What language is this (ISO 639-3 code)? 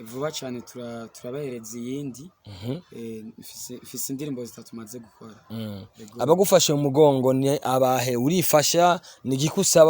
run